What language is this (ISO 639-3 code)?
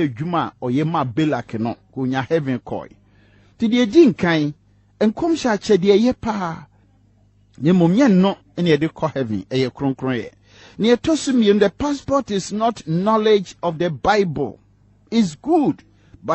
aka